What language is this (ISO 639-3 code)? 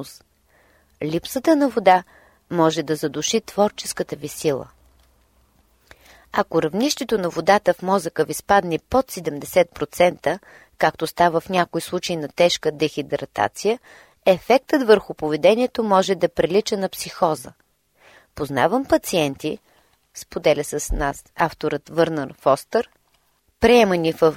bul